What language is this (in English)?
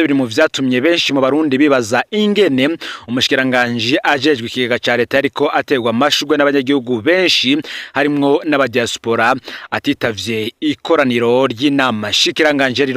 Rundi